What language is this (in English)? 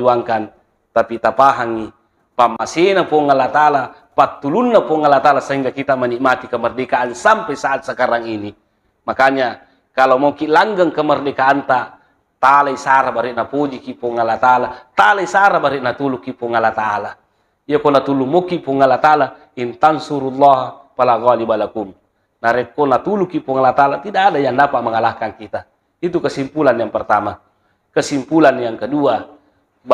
Buginese